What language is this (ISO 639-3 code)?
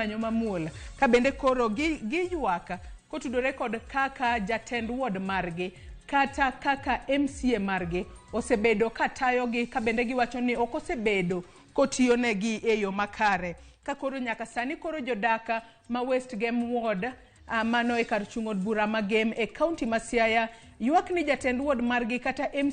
luo